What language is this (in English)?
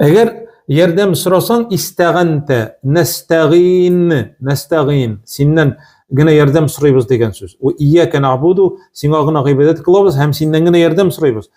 Tatar